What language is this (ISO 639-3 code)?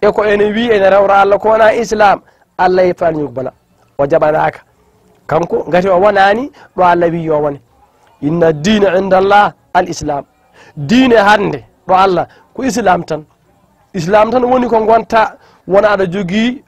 ful